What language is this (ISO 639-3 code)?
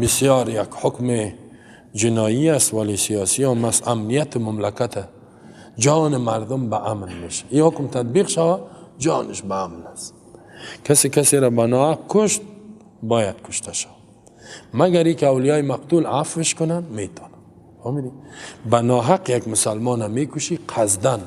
fas